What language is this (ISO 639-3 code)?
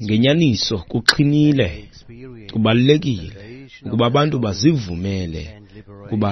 xho